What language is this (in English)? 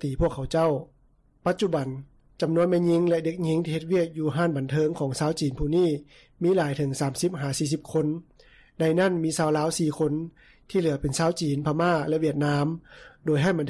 Lao